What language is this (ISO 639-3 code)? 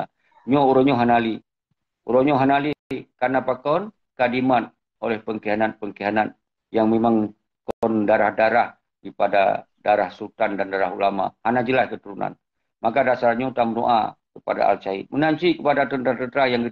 ace